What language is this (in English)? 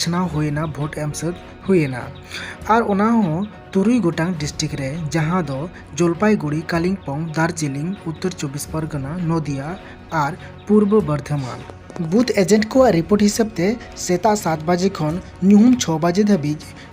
Santali